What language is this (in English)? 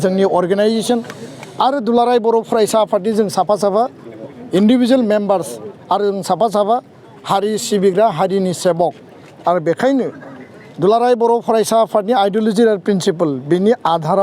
Bodo